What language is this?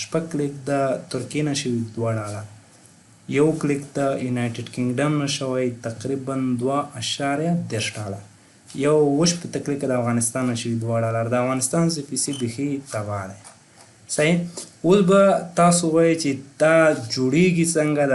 Pashto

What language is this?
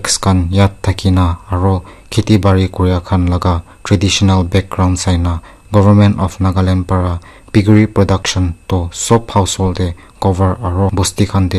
Naga Pidgin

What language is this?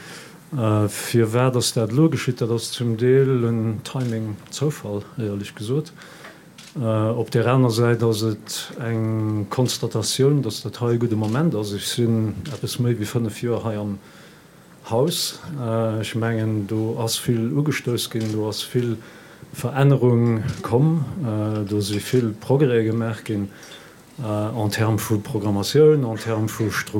Luxembourgish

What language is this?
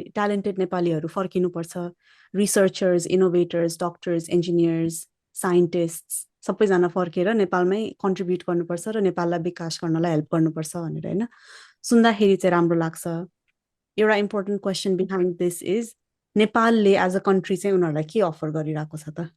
Nepali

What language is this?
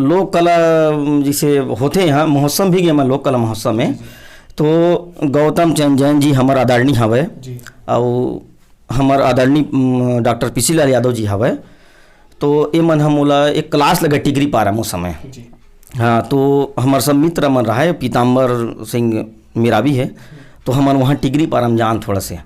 Chhattisgarhi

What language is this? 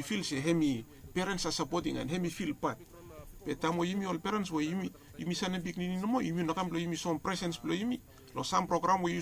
Bislama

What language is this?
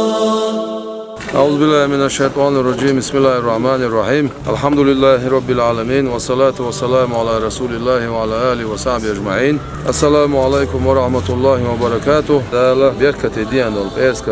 Chechen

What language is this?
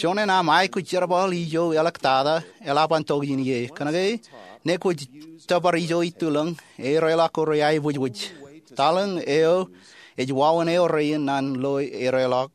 Marshallese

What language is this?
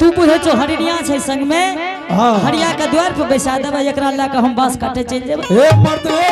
Angika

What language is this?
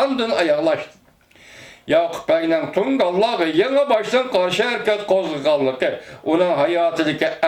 Uyghur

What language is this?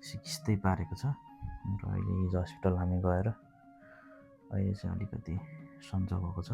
Nepali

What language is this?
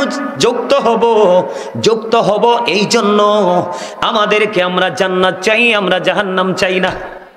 Bangla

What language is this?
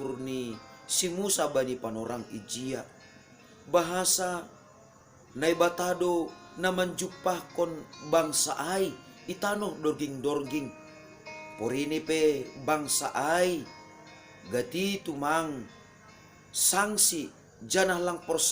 Batak Simalungun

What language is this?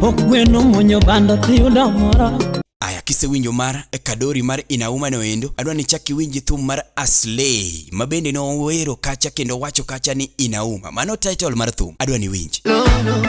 Luo (Kenya and Tanzania)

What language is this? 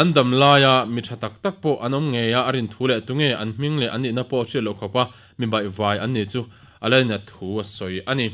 Mizo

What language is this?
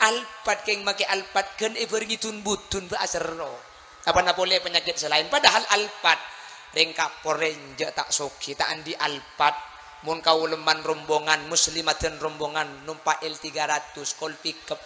Madurese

